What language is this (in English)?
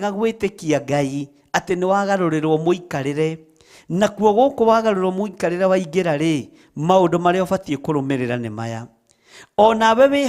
Kikuyu